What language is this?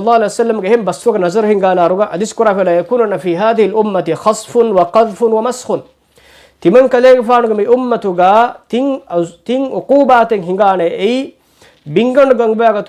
Divehi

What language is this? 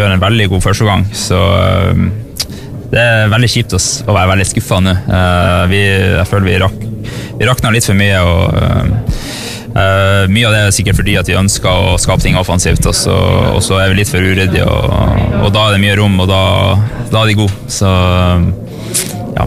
Norwegian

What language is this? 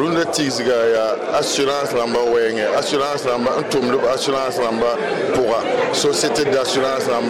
Mossi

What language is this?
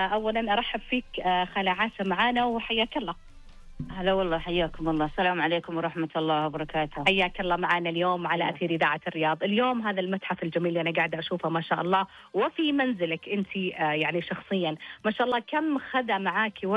Najdi Arabic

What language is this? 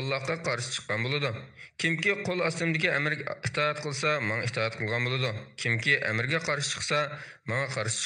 Uyghur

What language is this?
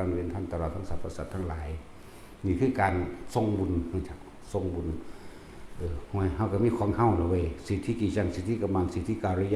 Northeastern Thai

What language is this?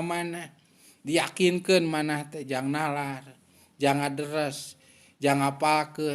Sundanese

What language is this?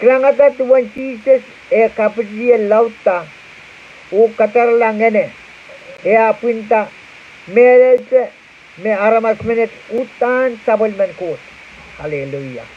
Pohnpeian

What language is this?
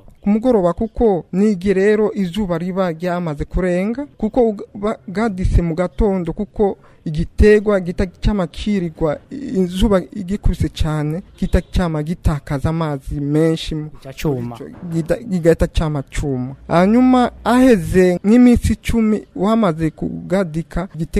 Rundi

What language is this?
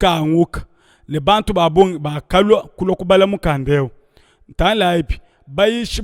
Luba-Lulua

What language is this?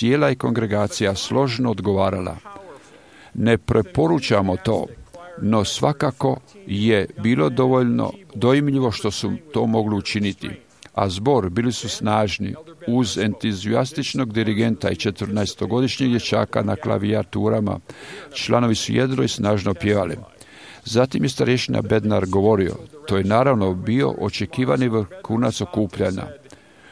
Croatian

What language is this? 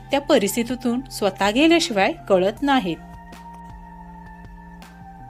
Marathi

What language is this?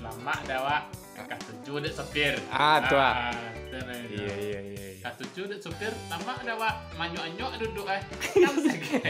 Minangkabau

